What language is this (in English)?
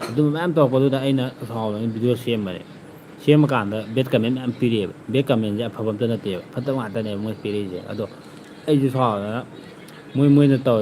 Manipuri